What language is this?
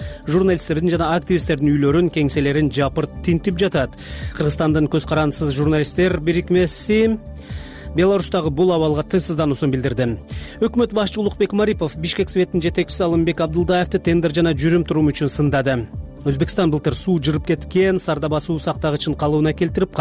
Kyrgyz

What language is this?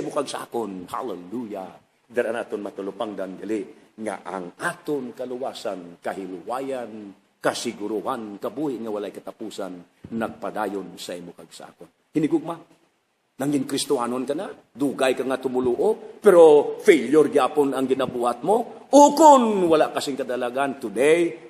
Hiligaynon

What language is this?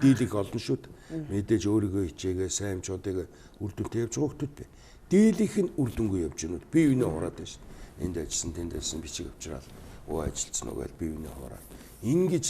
Mongolian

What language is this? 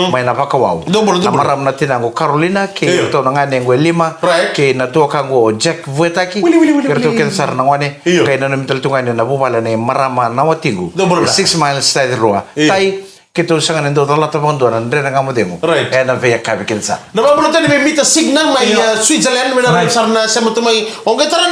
Fijian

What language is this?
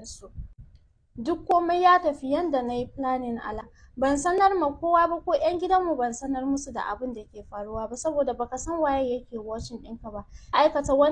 Hausa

